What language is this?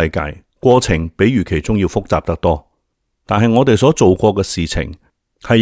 Cantonese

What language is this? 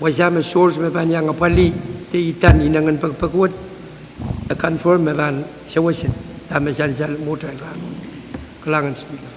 Pohnpeian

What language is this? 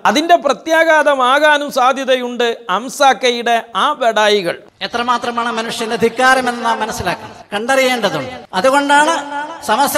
Malayalam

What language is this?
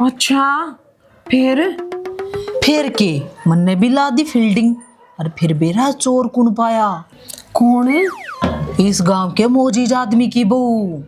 Haryanvi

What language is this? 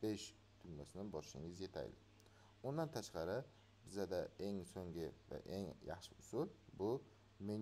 Uzbek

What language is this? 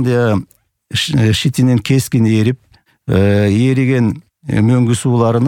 Kyrgyz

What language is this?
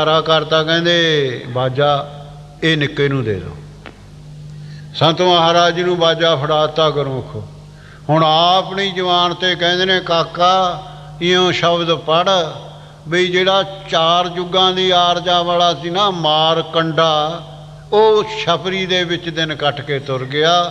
Punjabi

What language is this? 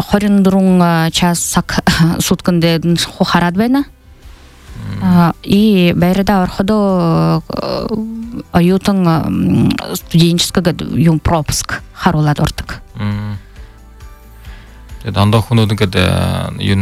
Buriat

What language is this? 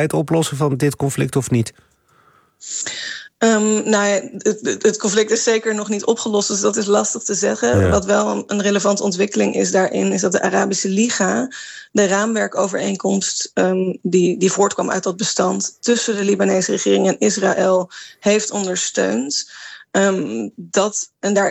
Dutch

